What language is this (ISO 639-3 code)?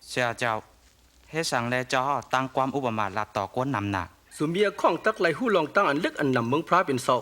shn